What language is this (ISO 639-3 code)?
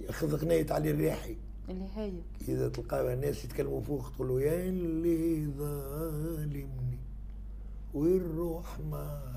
aeb